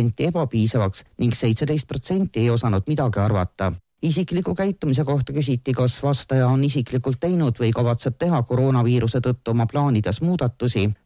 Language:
Estonian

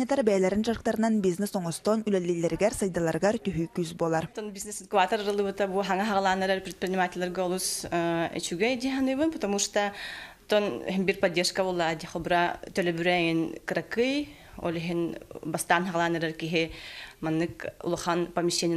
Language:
Yakut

